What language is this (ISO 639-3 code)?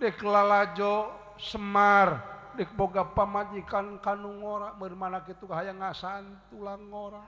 sun